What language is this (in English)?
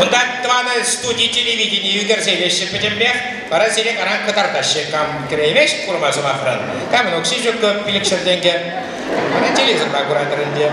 Chuvash